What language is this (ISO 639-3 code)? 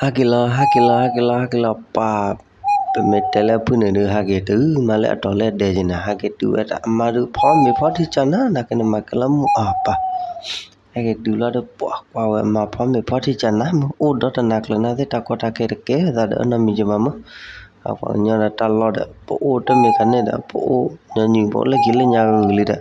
ksw